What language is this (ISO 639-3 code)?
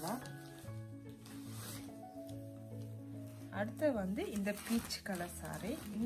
tam